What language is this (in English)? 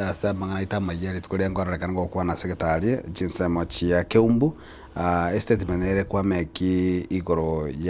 Gusii